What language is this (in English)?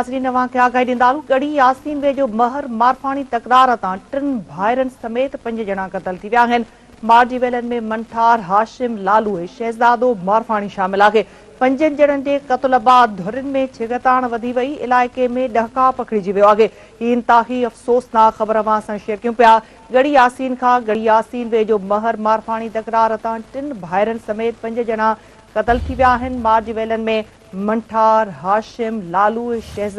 Sindhi